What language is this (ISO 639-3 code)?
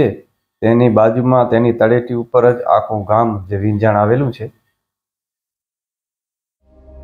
guj